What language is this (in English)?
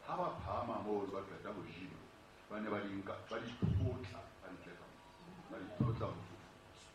Southern Sotho